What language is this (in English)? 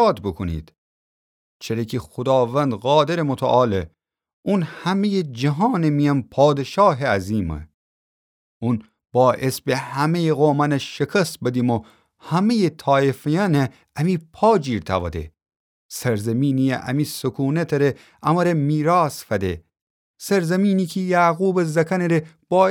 Gilaki